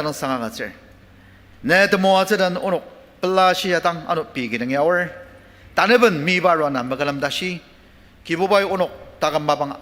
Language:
Ao Naga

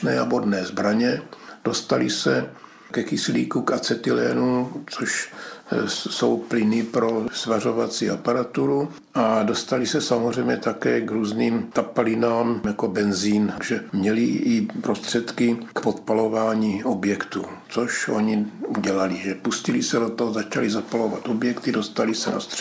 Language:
Czech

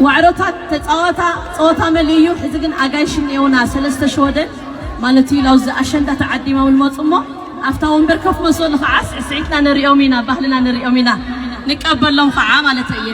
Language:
Tigrinya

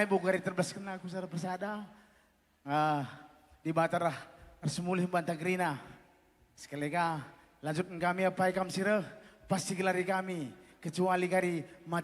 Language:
Batak Karo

